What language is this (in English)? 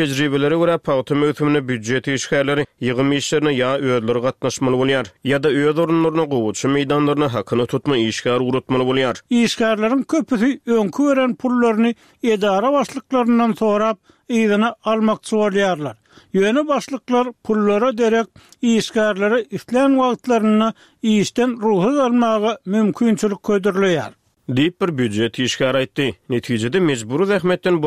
Turkmen